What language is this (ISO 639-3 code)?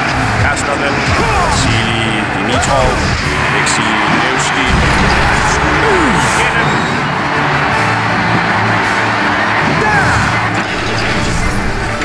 dan